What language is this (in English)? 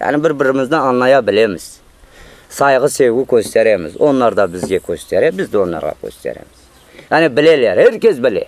Crimean Tatar